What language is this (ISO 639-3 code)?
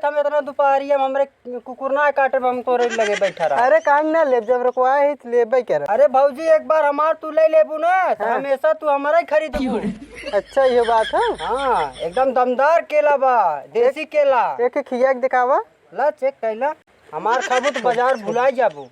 awa